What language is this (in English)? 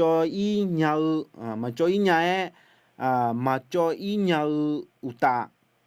Akha